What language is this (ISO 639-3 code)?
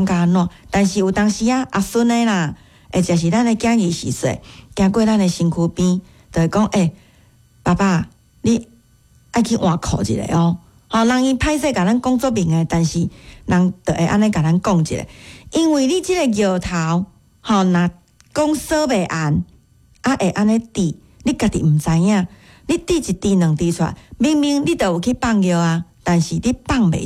nan